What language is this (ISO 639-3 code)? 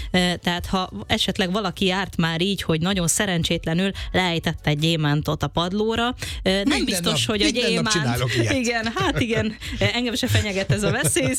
hun